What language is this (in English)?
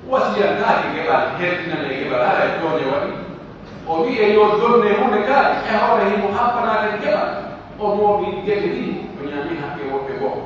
Pular